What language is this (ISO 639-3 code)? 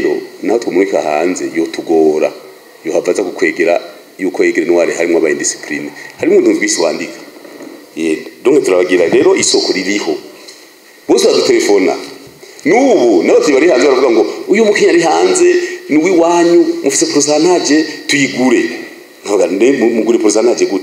run